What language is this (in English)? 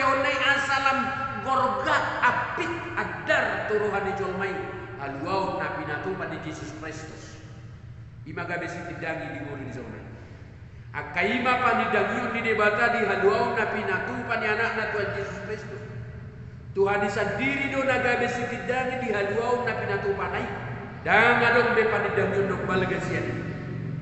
Batak Toba